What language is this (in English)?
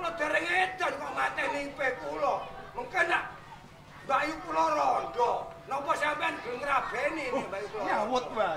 Javanese